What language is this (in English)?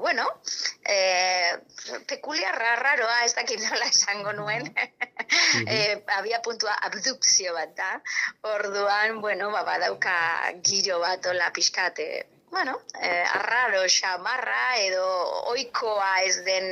Basque